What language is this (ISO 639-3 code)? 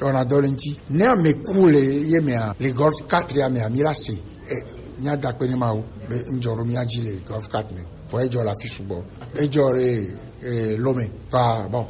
gej